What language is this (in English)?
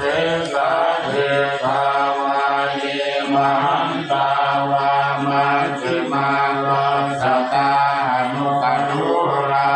Pali